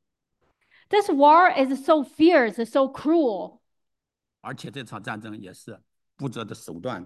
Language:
Chinese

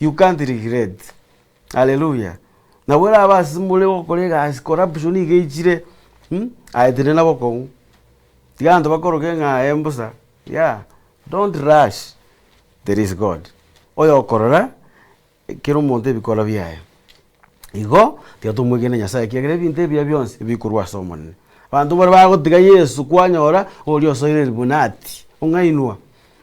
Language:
Gusii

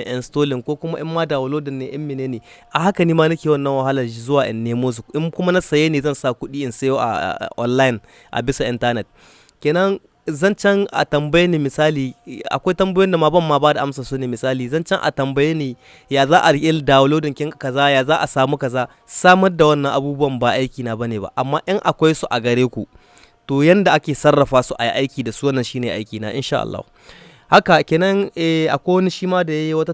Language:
Hausa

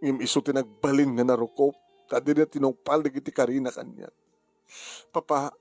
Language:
Iloko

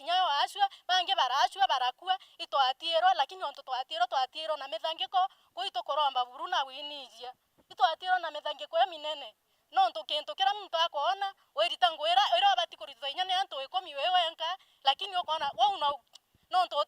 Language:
Meru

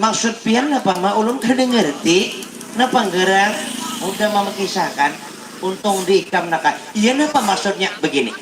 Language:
Banjar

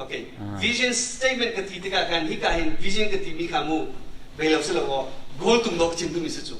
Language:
Hakha Chin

